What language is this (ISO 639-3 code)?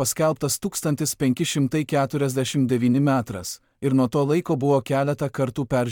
lit